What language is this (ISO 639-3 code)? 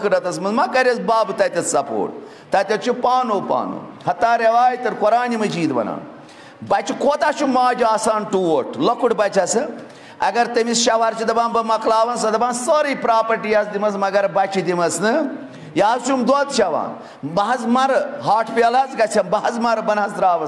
kas